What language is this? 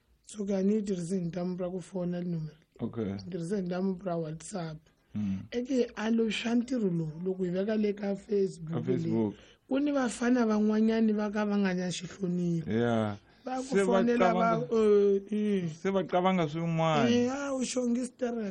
Tsonga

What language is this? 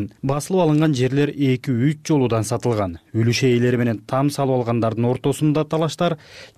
Kyrgyz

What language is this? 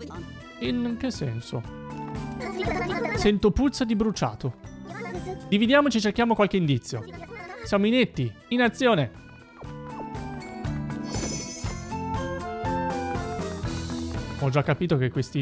Italian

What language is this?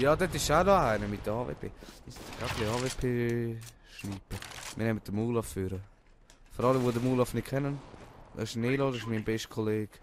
Swiss German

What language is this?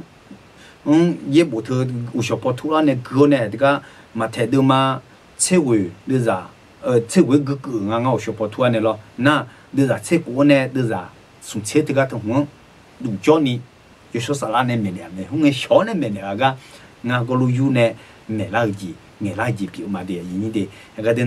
Akha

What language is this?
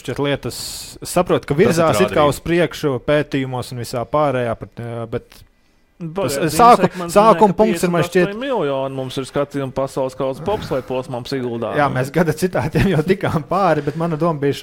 Latvian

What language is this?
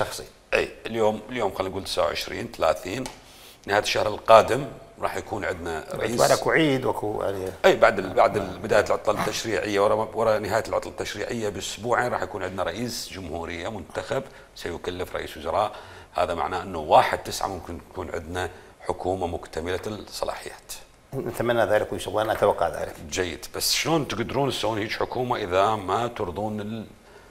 Mesopotamian Arabic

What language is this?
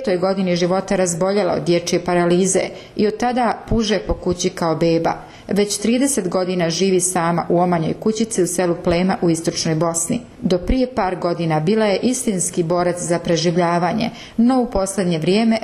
Bosnian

